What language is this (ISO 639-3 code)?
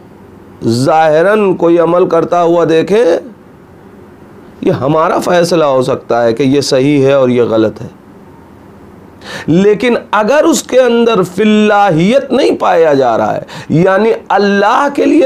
urd